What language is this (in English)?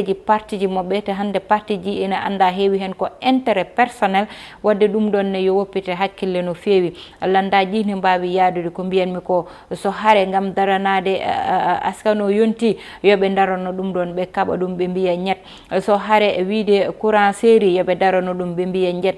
Fula